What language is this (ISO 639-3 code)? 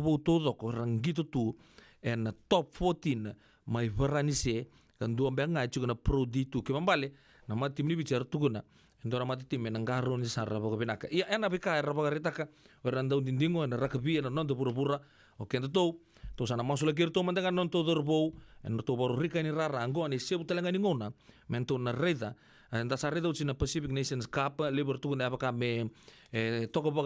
fij